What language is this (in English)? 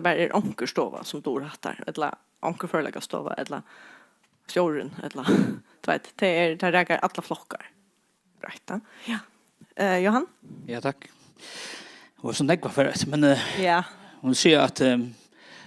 Faroese